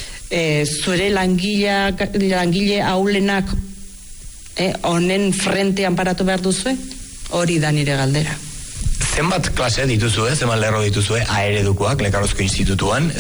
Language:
Basque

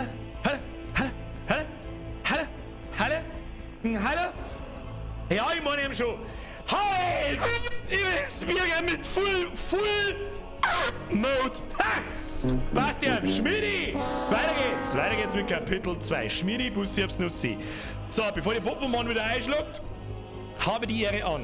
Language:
Bavarian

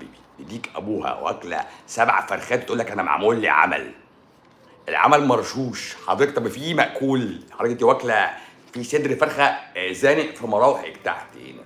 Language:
Egyptian Arabic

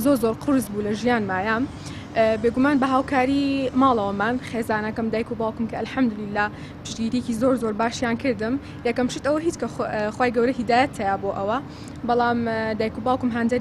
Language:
Central Kurdish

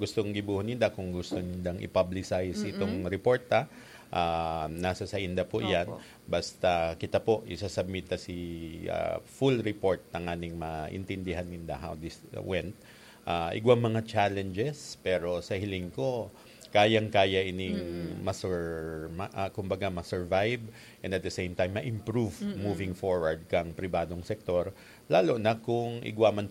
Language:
Bikol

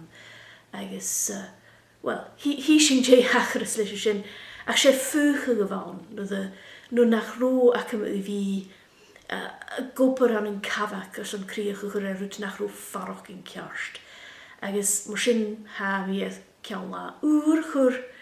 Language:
Scottish Gaelic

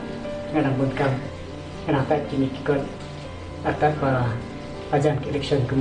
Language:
Khasi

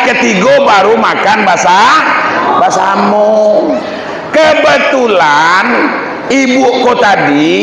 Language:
Minangkabau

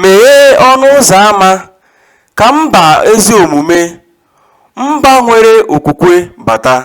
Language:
Igbo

